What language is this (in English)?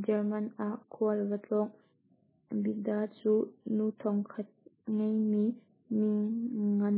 Hakha Chin